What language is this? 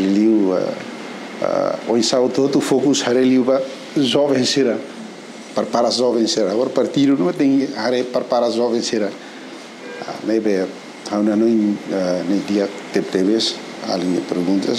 Tetum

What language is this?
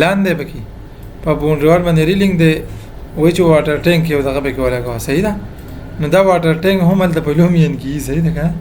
Pashto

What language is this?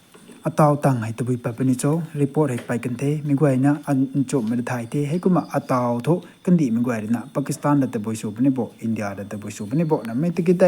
Rongmei Naga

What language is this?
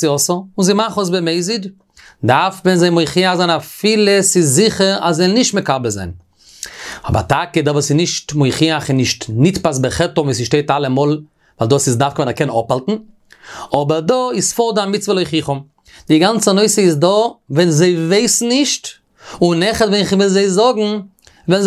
Yiddish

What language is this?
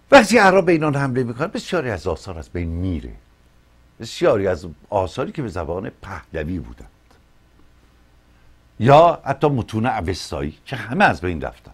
Persian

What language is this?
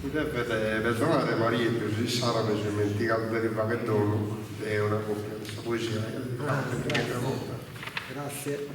Sardinian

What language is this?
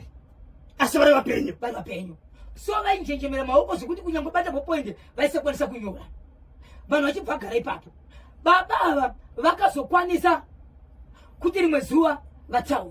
Shona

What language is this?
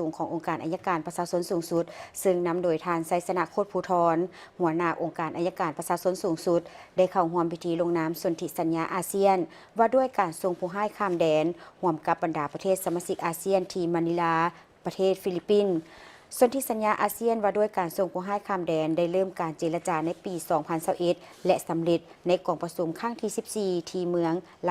Lao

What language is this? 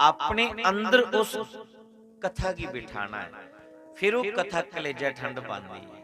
Dogri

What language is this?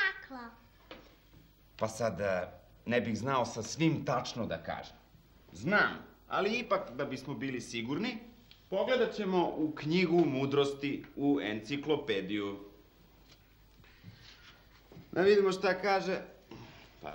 Serbian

